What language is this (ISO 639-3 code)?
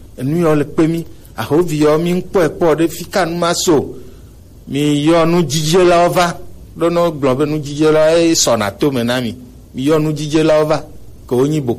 gej